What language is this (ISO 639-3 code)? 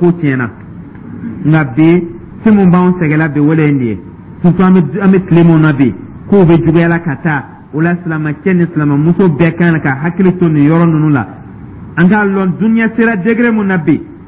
dyu